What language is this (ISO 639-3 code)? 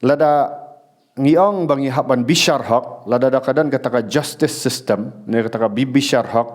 kha